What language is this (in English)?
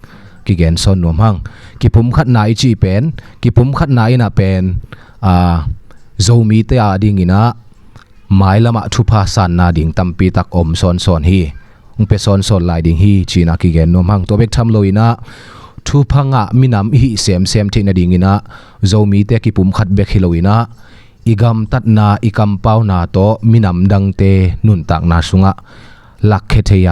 Tedim Chin